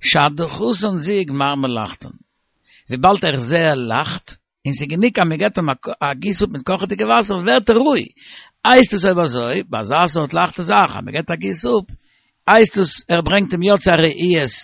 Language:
Yiddish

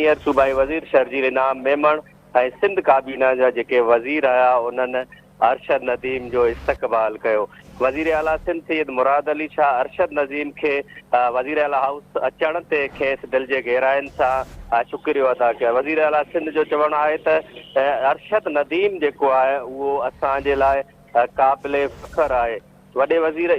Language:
Sindhi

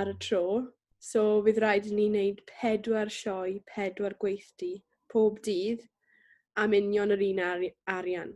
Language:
Welsh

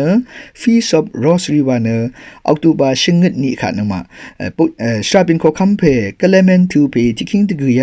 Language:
Rawang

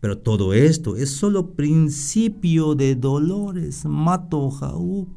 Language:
Tzeltal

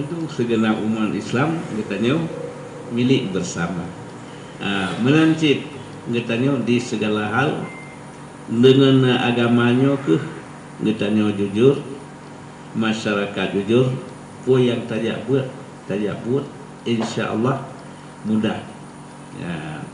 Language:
Achinese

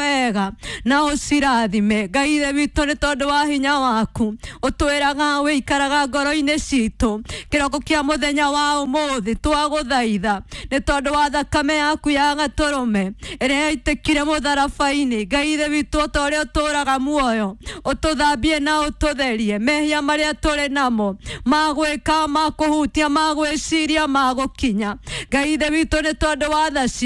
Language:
Kikuyu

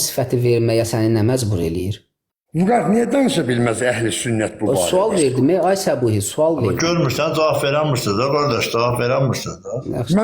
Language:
Azerbaijani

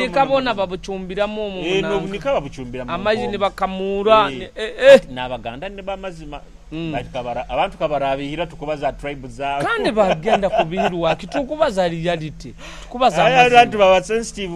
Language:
Nyoro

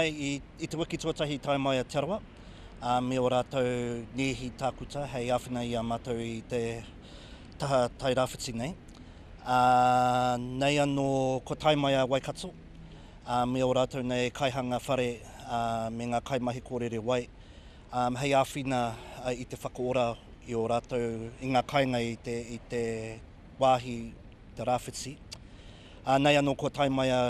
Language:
Māori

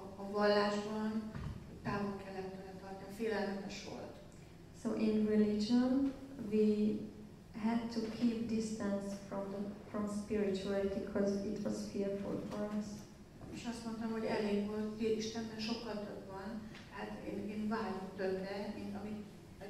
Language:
Hungarian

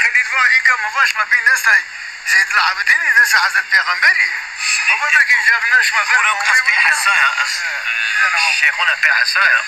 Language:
Zaza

